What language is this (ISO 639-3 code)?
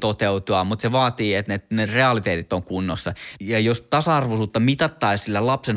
fin